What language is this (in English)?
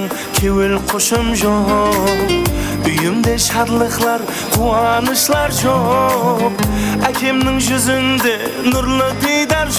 Kara-Kalpak